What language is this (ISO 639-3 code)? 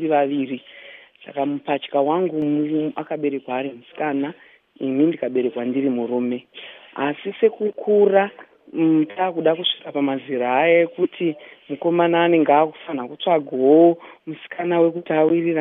sna